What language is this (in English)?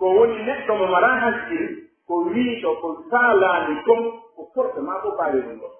Pular